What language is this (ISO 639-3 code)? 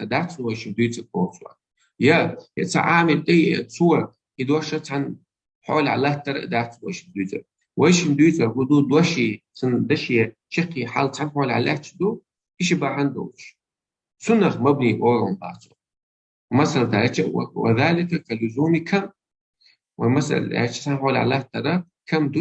che